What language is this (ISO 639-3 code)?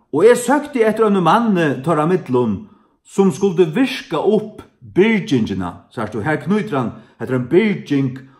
fao